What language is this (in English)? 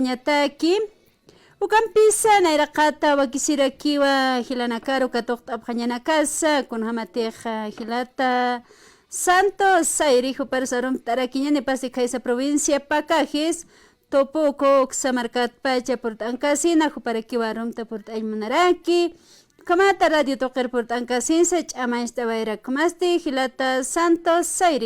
Aymara